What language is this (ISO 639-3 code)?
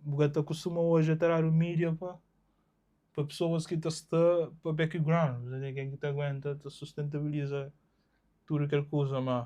kea